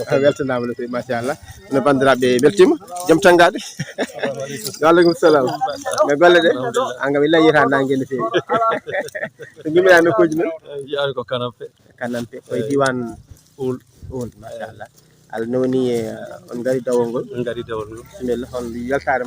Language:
Fula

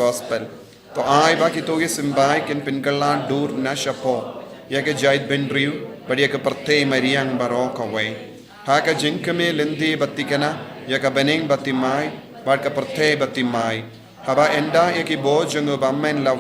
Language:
Khasi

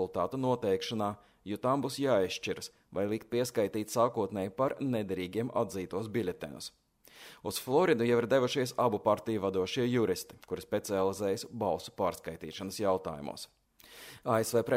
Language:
Latvian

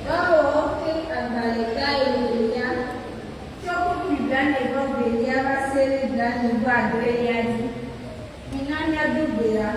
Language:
Ewe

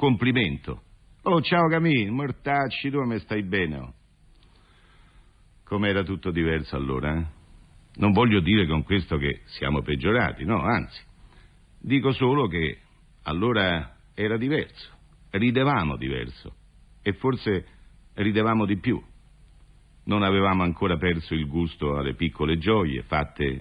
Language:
Italian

